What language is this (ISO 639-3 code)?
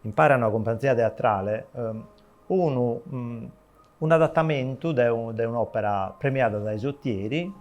srd